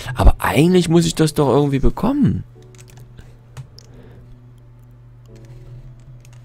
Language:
German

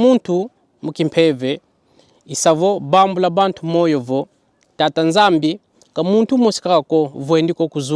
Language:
Kongo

